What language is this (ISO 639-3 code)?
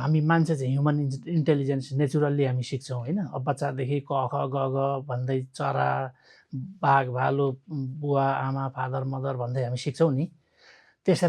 nep